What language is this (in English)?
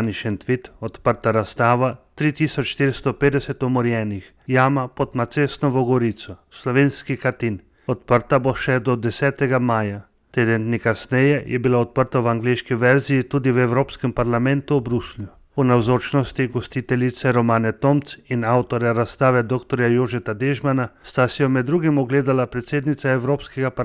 Slovenian